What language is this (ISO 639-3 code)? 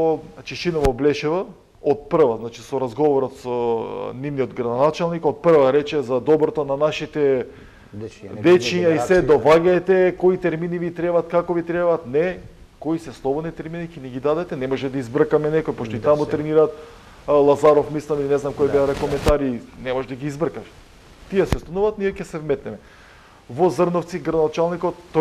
mkd